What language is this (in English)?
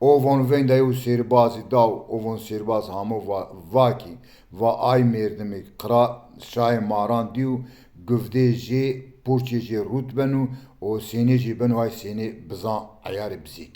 Zaza